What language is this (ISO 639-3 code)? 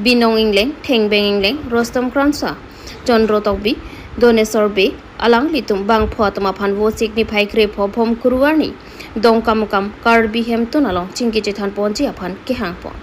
mjw